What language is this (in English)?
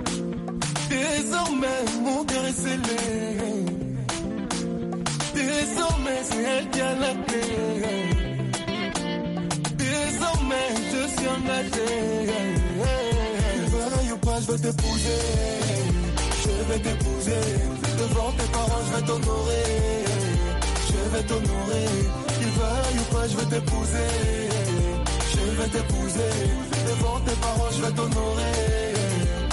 French